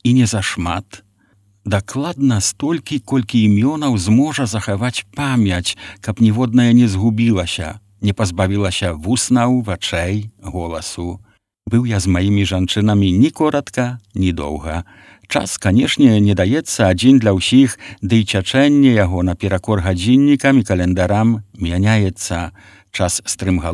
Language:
Belarusian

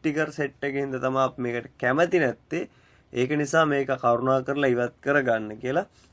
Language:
Sinhala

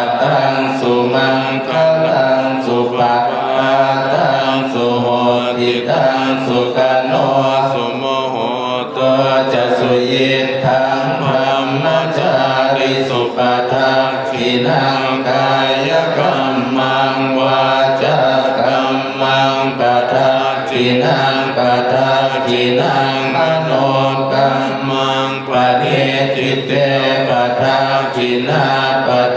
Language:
Pali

